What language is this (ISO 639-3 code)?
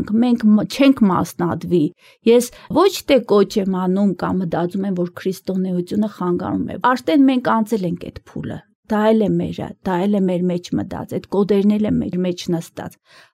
hye